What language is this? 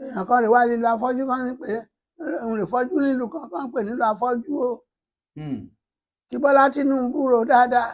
Yoruba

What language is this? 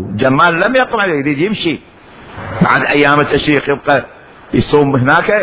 Mesopotamian Arabic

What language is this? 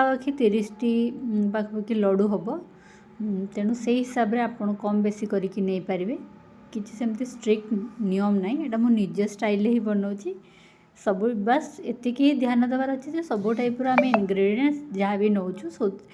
Odia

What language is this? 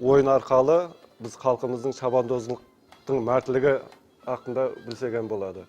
Kara-Kalpak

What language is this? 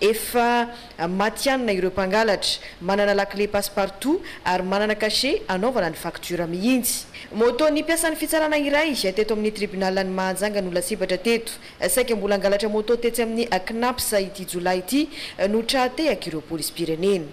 Malagasy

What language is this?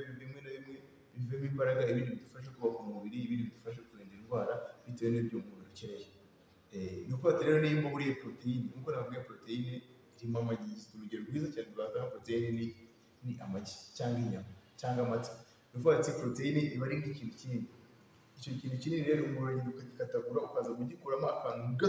Kinyarwanda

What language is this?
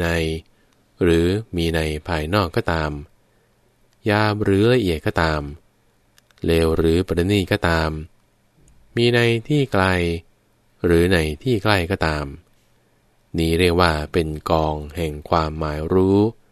Thai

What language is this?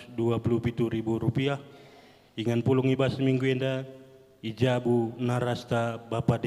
Batak Karo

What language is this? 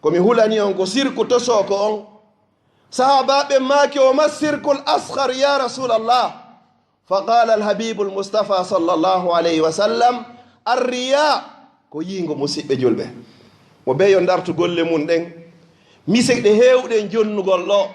Fula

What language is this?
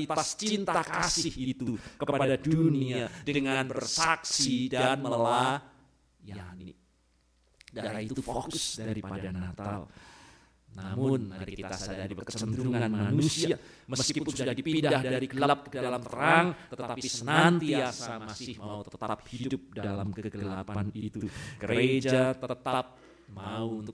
Indonesian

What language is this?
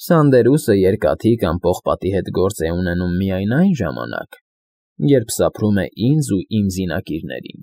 Armenian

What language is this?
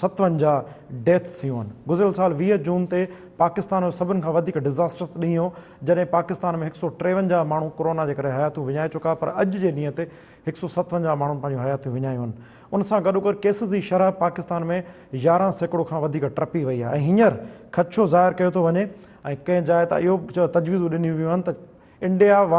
Sindhi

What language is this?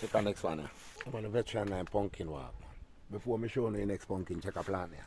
Jamaican Creole English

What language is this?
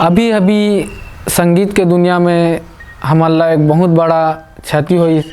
Chhattisgarhi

